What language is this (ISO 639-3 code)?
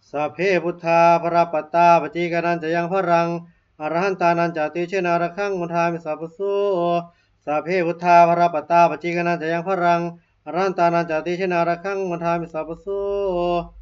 pli